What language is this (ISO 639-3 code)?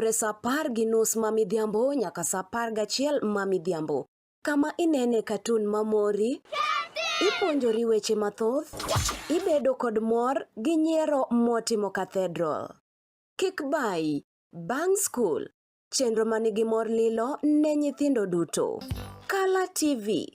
luo